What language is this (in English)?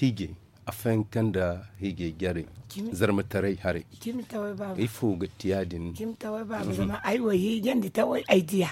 Zarma